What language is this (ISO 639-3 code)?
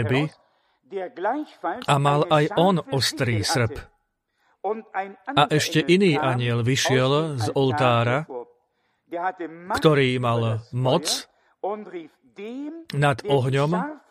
slk